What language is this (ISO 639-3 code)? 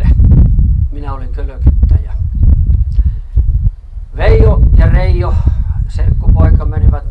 fin